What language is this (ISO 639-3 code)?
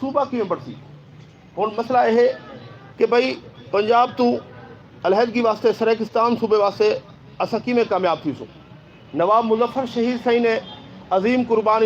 skr